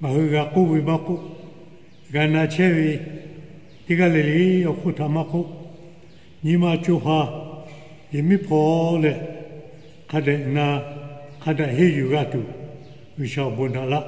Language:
Lahu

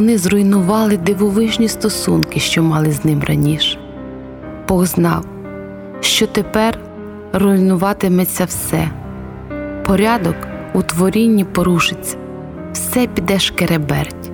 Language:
Ukrainian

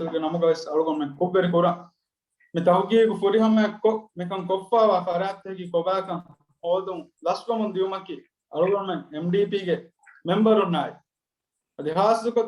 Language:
Divehi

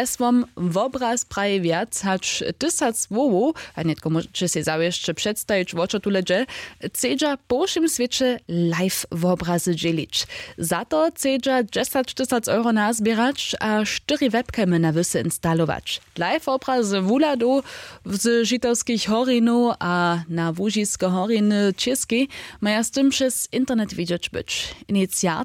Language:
Upper Sorbian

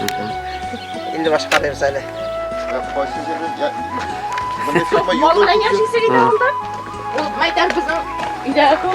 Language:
Bashkir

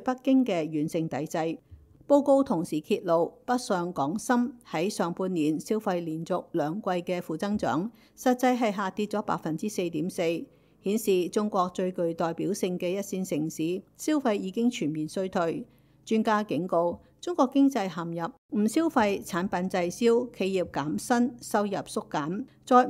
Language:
Cantonese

